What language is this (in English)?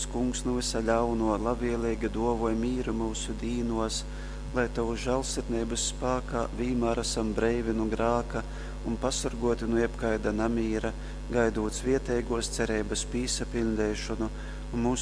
Latgalian